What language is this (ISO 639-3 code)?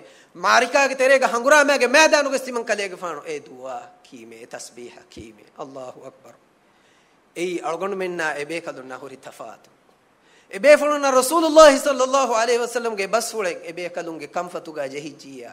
div